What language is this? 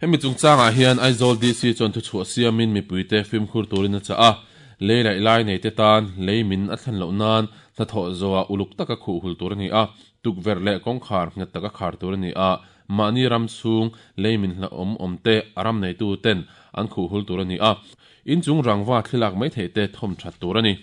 Mizo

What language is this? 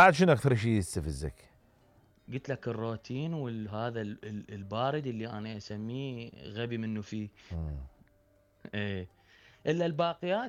Mesopotamian Arabic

